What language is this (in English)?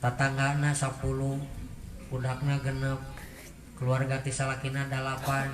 Sundanese